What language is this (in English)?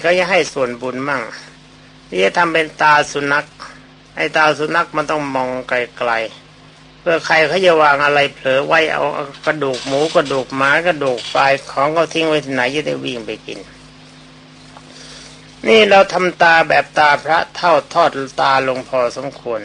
Thai